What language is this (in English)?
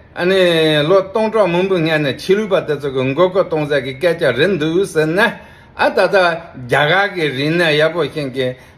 Tibetan